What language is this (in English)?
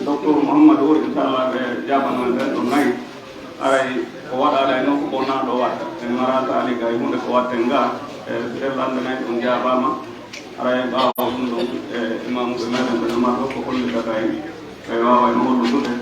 Fula